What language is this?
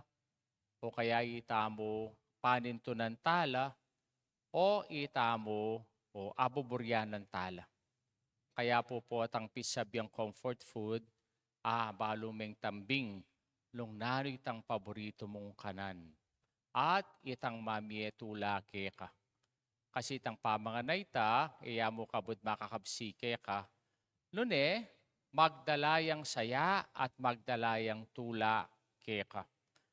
Pampanga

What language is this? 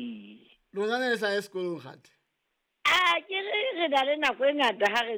Southern Sotho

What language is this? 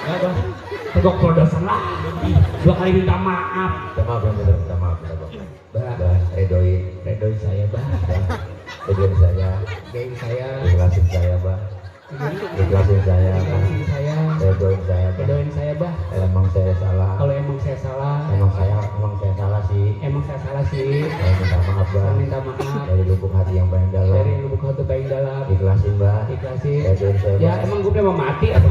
Betawi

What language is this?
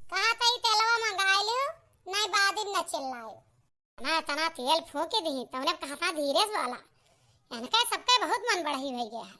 Awadhi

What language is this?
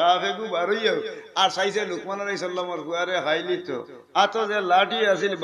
Sylheti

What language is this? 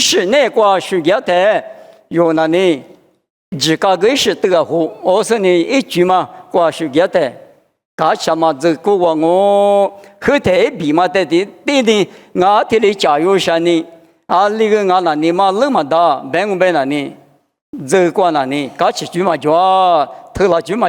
Lisu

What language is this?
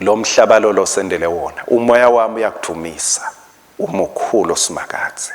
Swati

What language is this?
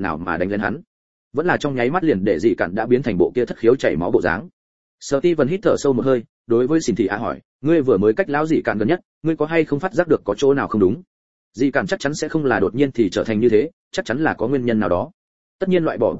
Vietnamese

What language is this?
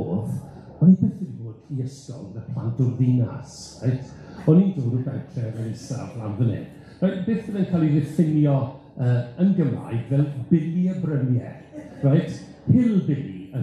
Welsh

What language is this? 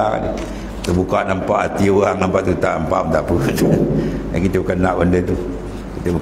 Malay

